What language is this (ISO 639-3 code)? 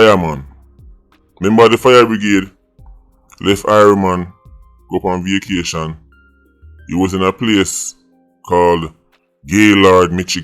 jam